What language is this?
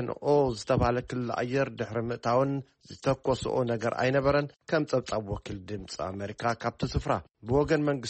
Tigrinya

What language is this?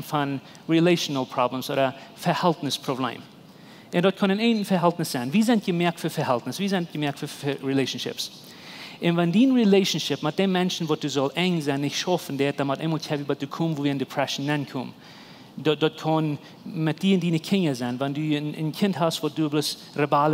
Plautdietsch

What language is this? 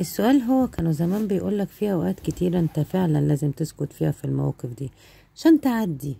Egyptian Arabic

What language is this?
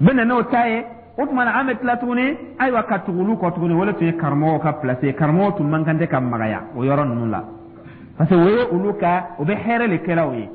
Dyula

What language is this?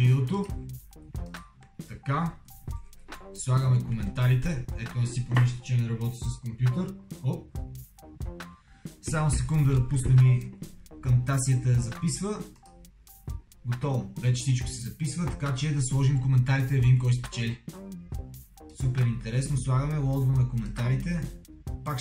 Bulgarian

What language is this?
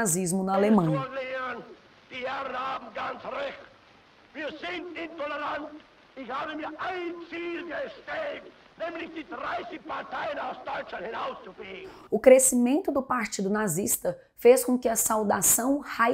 Portuguese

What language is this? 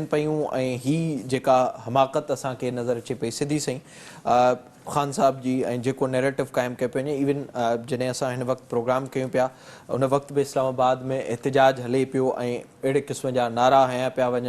Sindhi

